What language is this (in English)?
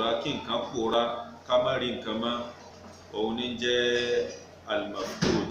Yoruba